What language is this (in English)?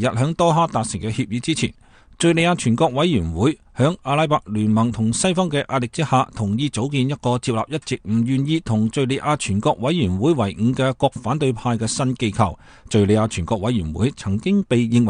Cantonese